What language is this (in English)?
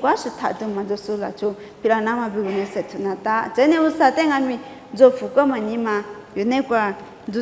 Lisu